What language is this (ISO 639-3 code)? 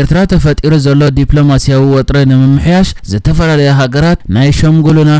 tir